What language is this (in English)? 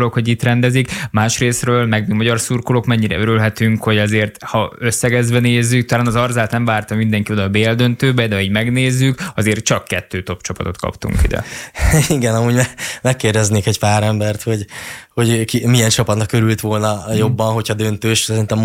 Hungarian